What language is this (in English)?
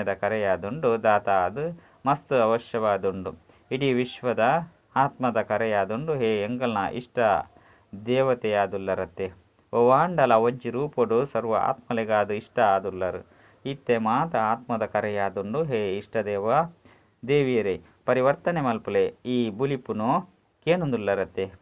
Tulu